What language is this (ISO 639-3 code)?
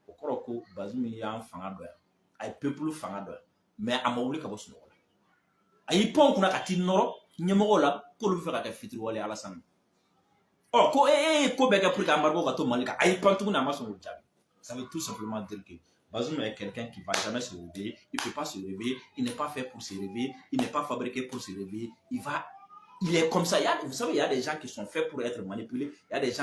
bam